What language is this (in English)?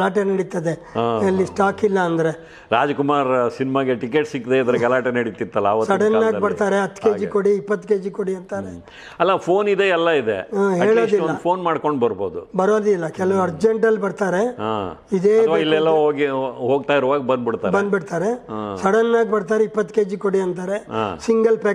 Kannada